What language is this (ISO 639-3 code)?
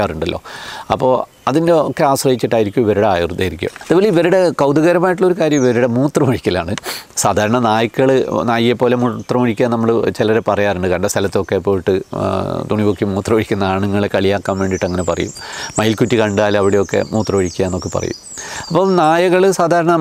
mal